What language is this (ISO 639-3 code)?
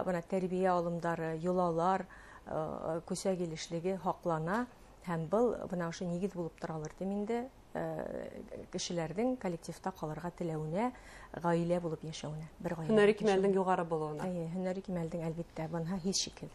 bak